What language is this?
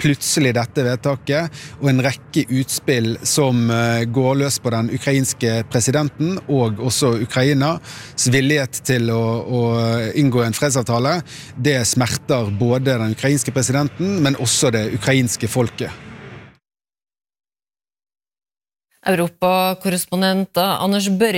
Norwegian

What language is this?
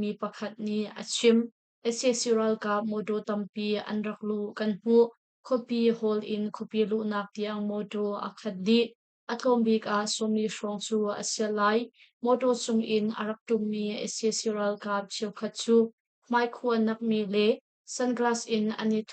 Hakha Chin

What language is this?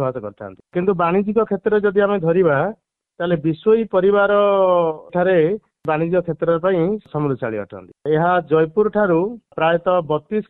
Odia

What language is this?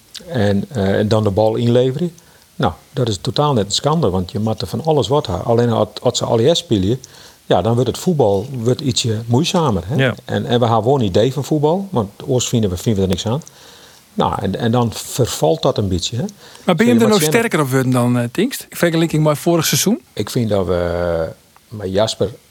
Western Frisian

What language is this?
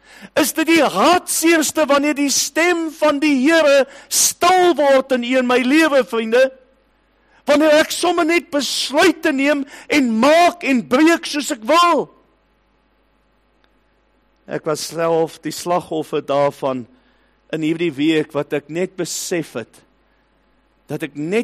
Afrikaans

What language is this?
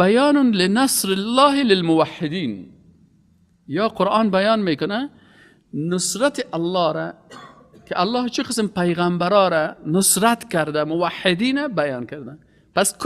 Persian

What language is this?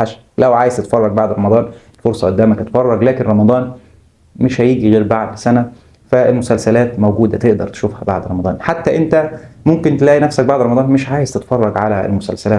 Egyptian Arabic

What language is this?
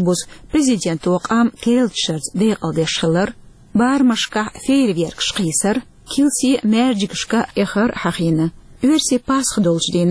Chechen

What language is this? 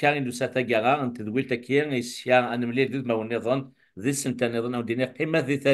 Kabyle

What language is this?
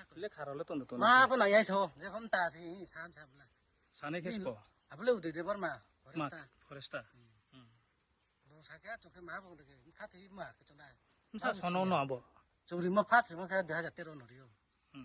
Riang (India)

